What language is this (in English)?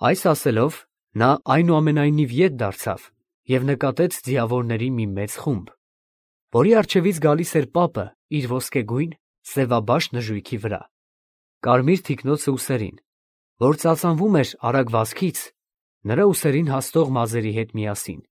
Armenian